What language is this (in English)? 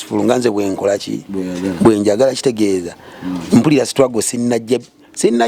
Ganda